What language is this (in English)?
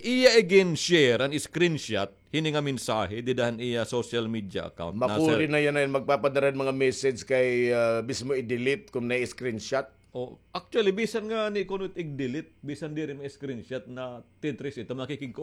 Waray